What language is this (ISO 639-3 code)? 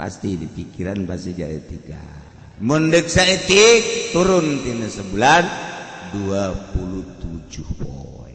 sun